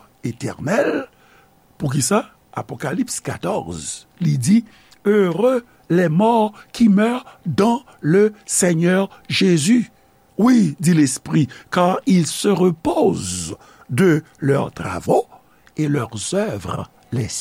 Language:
Haitian Creole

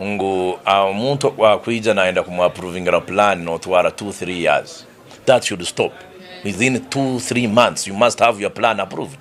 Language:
Nyankole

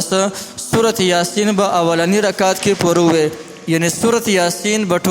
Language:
Pashto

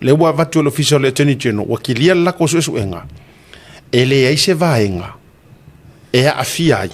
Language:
Samoan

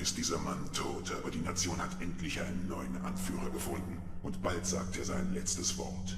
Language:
Bavarian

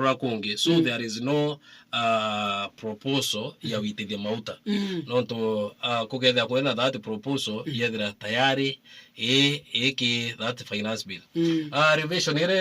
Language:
Meru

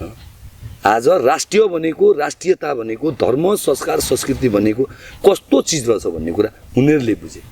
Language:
Nepali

